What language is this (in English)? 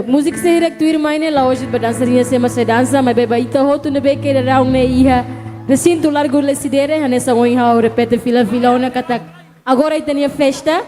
Tetum